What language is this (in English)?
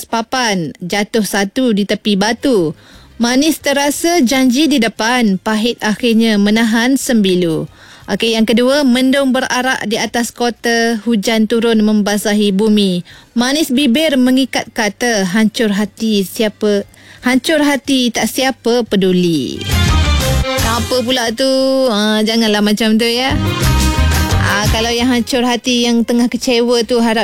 Malay